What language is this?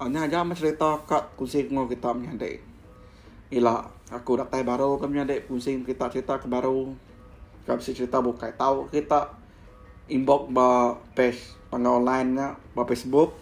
Iban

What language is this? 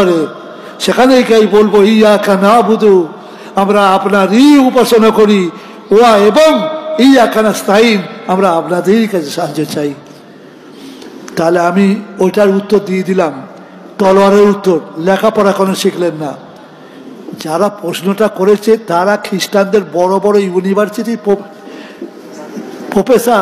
Bangla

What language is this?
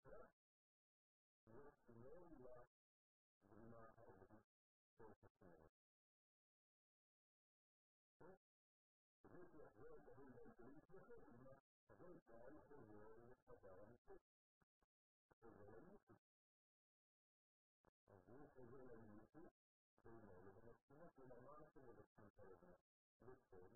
Hebrew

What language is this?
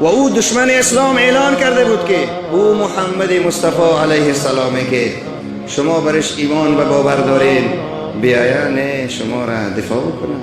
Persian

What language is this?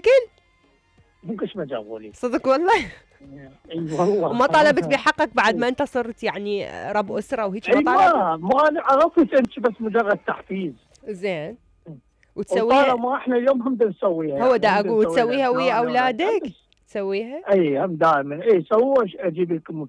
Mesopotamian Arabic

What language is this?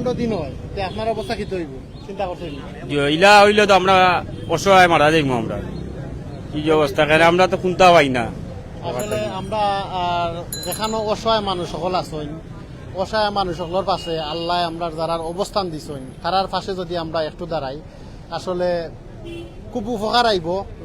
Sylheti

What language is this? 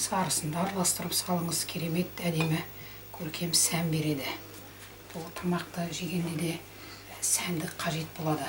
Kazakh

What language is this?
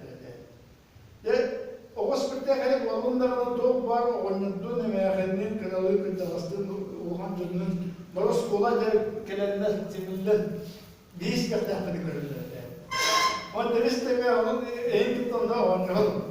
Yakut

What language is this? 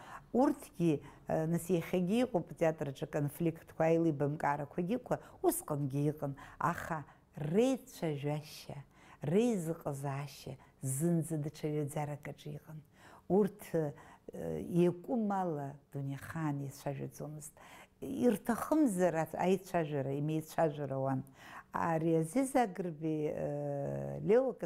Abkhazian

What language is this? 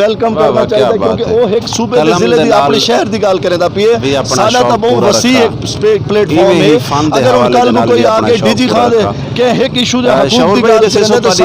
Saraiki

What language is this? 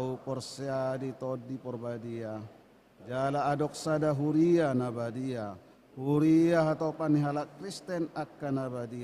Batak Toba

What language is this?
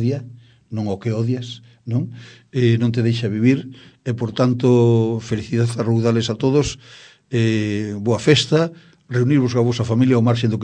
Galician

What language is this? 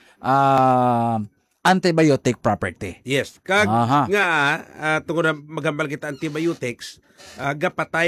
Hiligaynon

